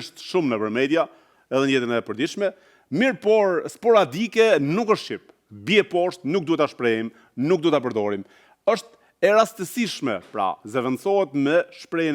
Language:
Albanian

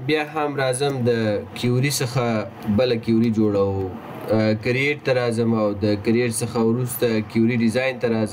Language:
Pashto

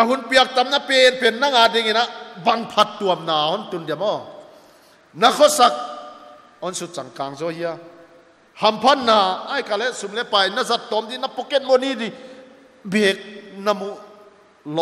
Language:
Paite Chin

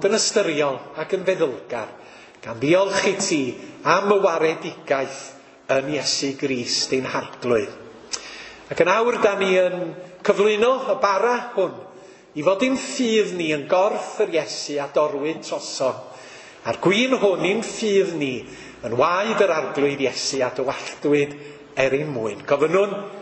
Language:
Welsh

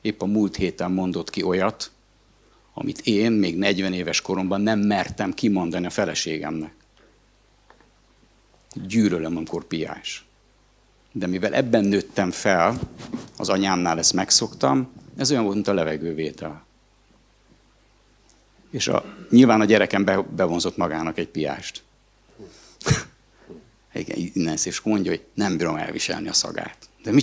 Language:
Hungarian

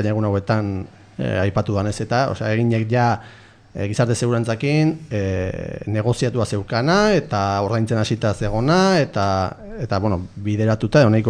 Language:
Basque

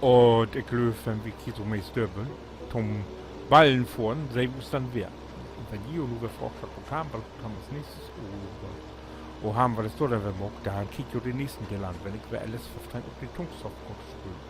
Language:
Low German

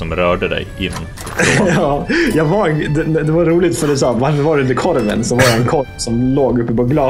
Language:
Swedish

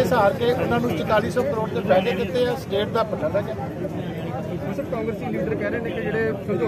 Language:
Punjabi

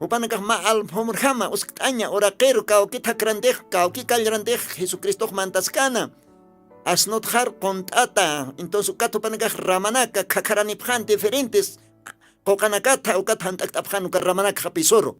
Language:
Aymara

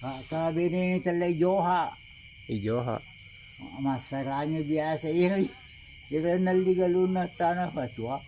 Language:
Buginese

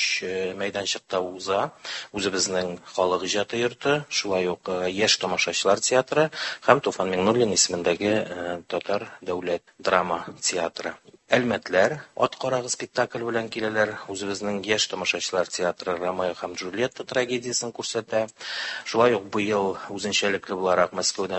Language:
Tatar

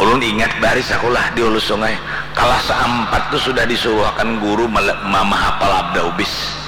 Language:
Banjar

